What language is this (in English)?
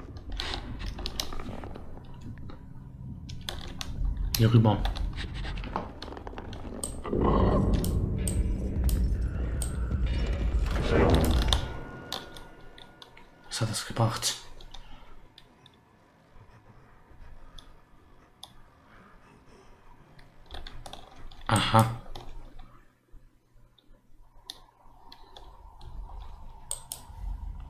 German